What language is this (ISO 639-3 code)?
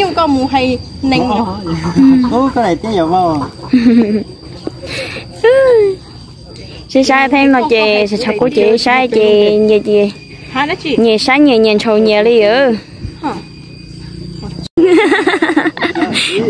vie